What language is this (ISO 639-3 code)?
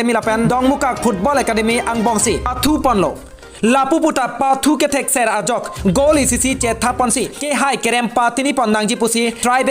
mjw